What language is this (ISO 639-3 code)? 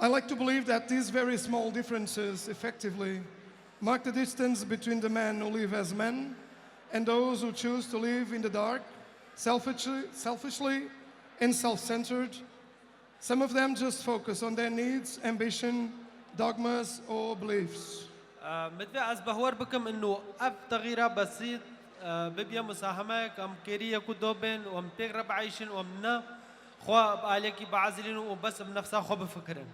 kur